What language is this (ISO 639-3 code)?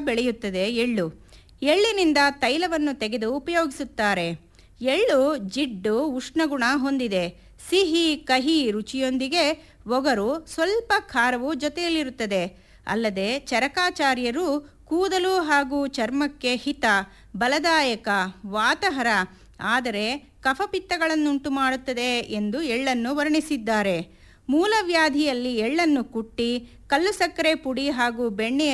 kan